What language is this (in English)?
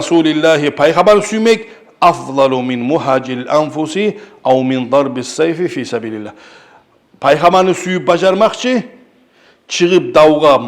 Kumyk